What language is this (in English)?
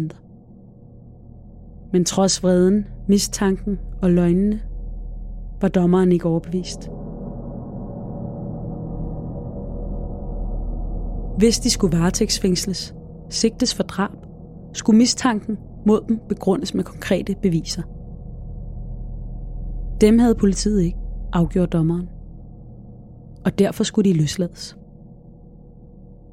Danish